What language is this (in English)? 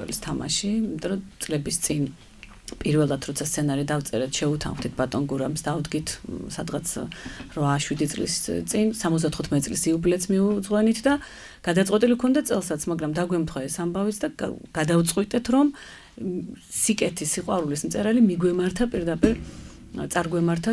Georgian